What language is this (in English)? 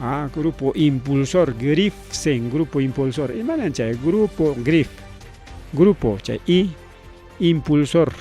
Ayacucho Quechua